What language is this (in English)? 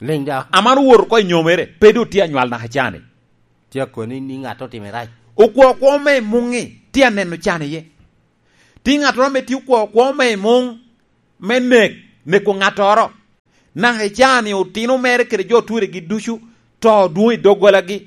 Lango (Uganda)